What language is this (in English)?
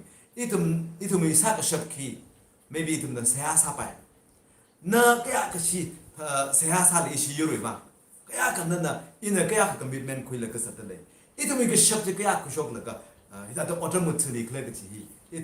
Tangkhul Naga (India)